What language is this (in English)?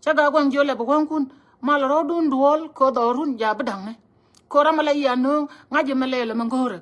Nuer